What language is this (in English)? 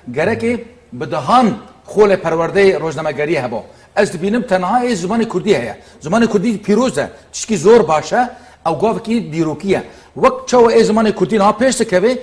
Kurdish